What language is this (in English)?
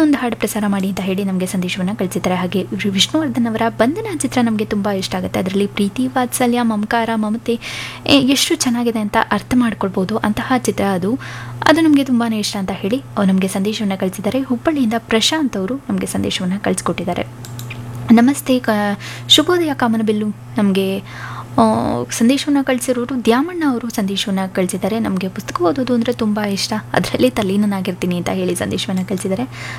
Kannada